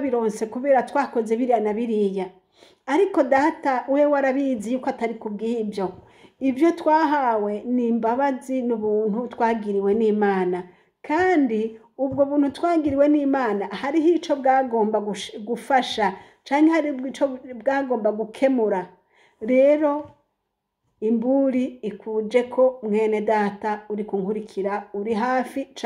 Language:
Rundi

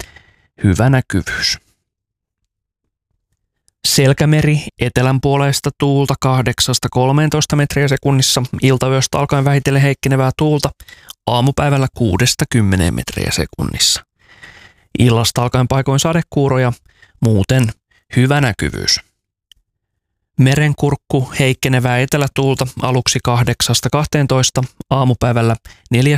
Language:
Finnish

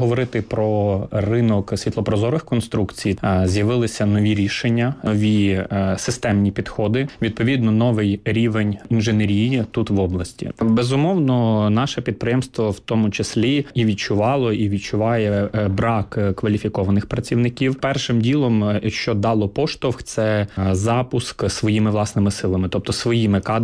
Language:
Ukrainian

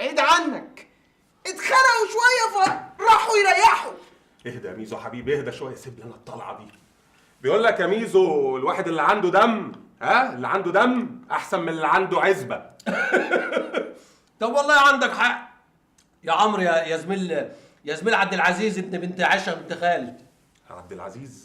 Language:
Egyptian Arabic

